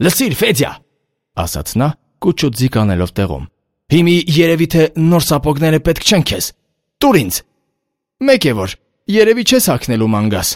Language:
Armenian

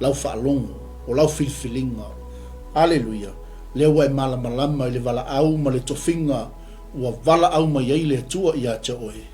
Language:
Samoan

